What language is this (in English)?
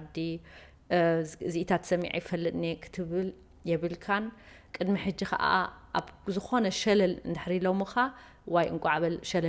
Tigrinya